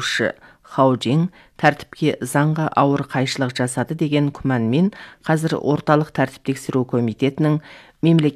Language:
Kazakh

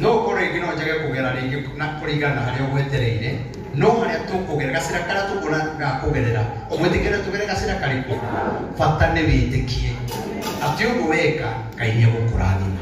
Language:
Kikuyu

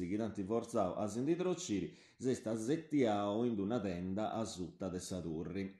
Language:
Sardinian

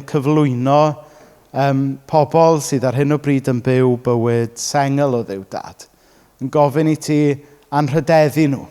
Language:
Welsh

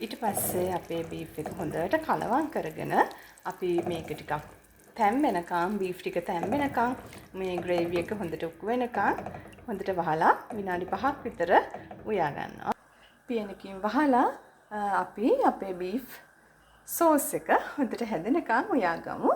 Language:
Sinhala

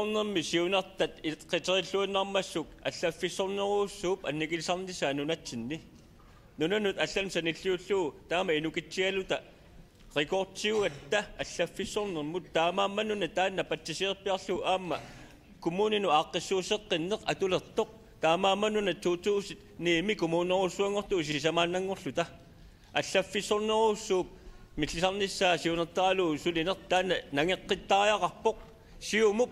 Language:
Kalaallisut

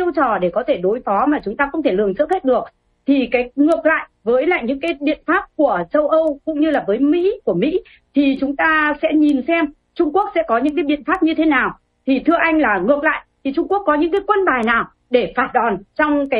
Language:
Vietnamese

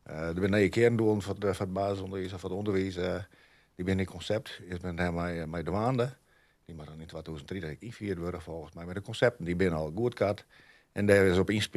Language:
Western Frisian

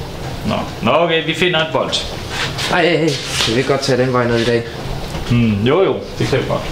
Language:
Danish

